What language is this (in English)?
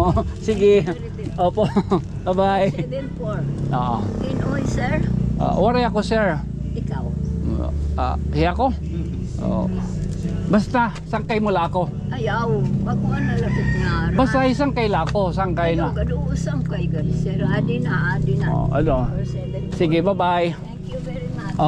Waray